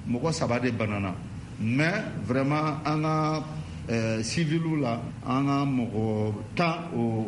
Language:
Bambara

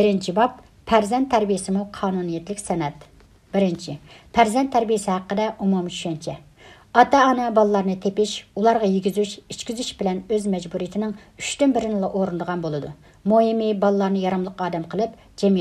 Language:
Uyghur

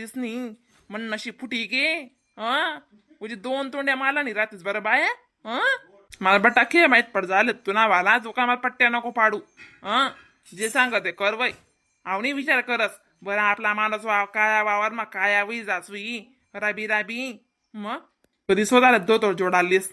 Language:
Khandesi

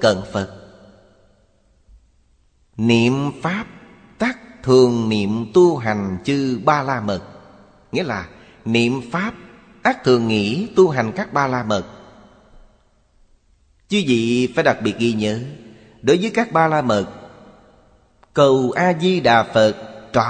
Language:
Vietnamese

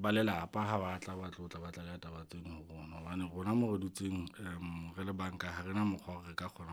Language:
Southern Sotho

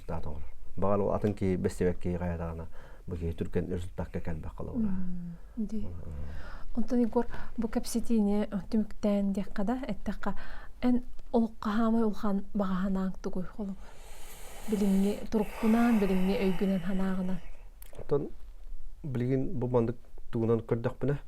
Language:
Yakut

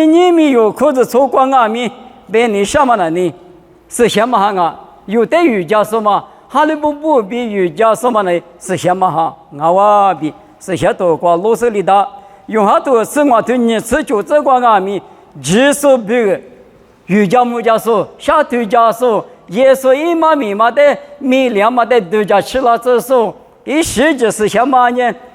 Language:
Lisu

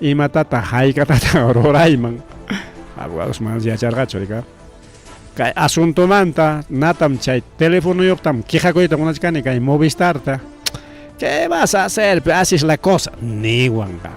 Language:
Ayacucho Quechua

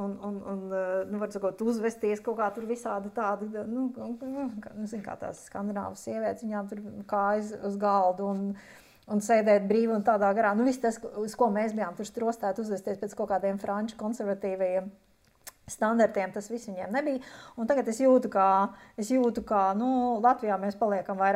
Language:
Latvian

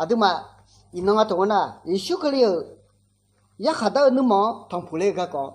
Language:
Akha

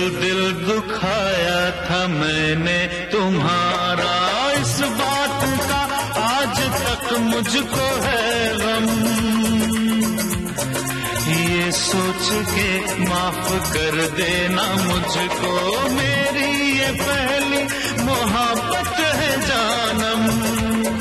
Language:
Hindi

